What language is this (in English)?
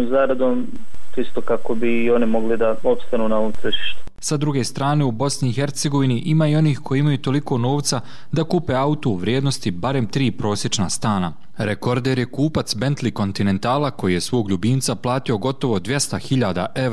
Serbian